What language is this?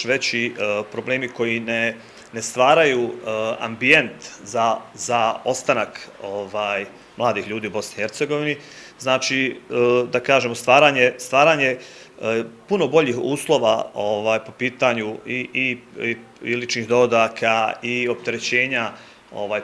Bosnian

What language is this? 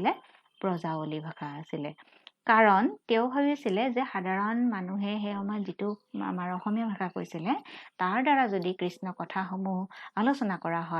Assamese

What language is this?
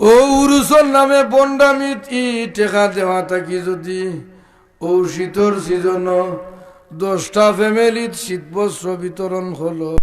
Sylheti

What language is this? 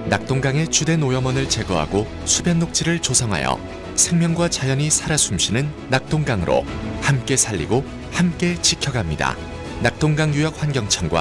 Korean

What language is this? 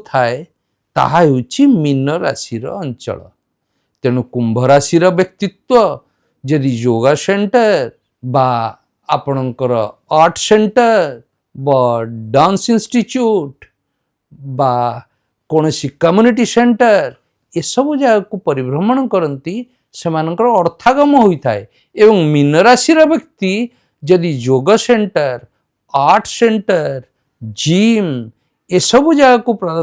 Odia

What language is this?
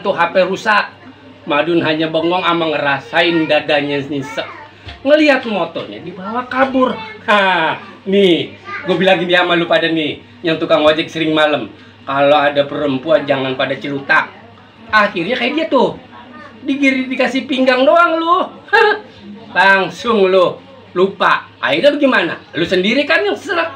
Betawi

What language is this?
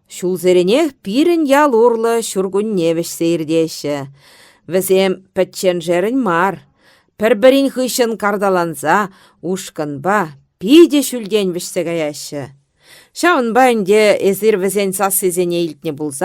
Chuvash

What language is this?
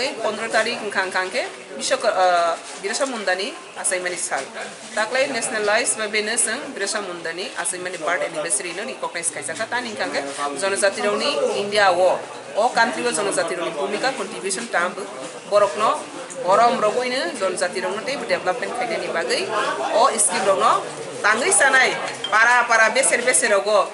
Kok Borok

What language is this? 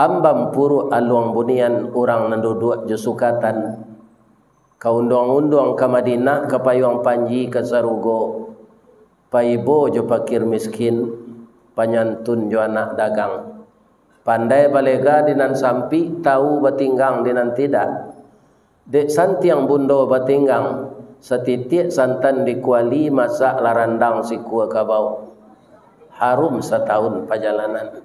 Minangkabau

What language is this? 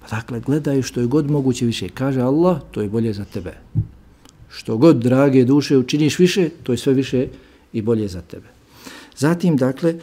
Bosnian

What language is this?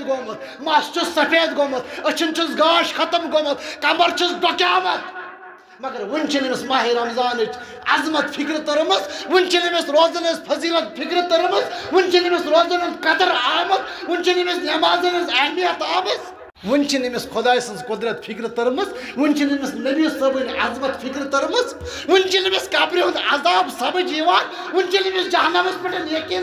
Kashmiri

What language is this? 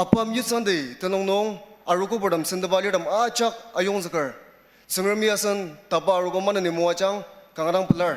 Ao Naga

